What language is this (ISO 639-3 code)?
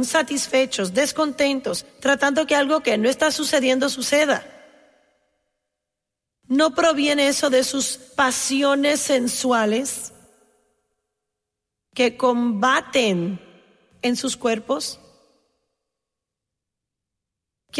spa